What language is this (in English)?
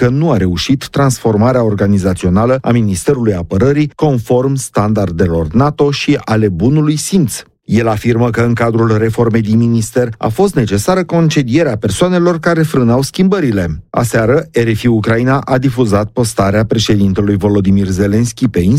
Romanian